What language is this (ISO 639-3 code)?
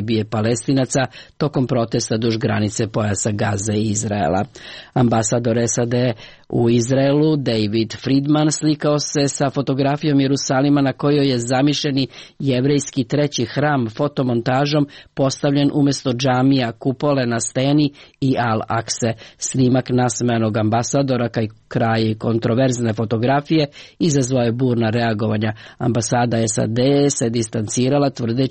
srp